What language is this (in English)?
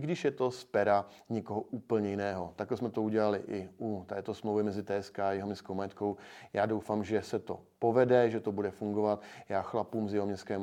Czech